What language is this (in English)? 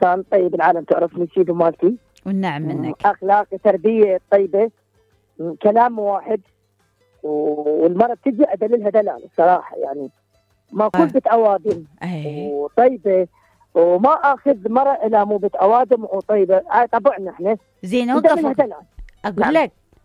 Mesopotamian Arabic